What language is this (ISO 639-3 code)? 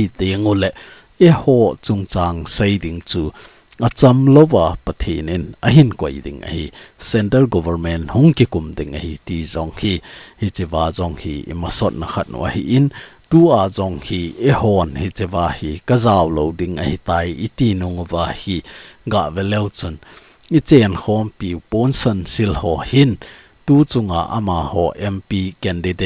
tcz